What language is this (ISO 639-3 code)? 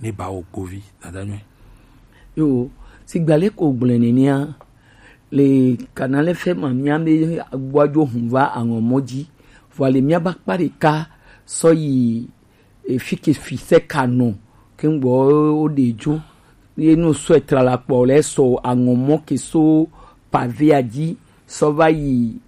gej